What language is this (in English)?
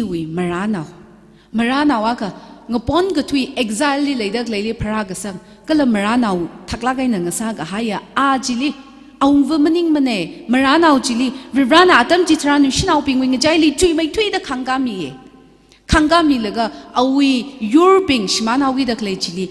Tangkhul Naga (India)